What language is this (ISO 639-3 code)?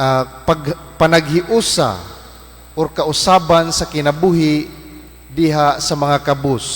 ceb